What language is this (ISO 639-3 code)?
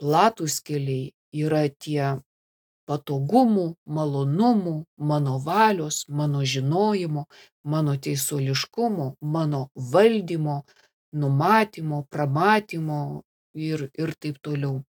lit